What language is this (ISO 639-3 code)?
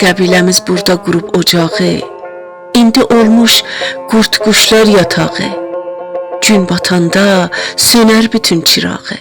azb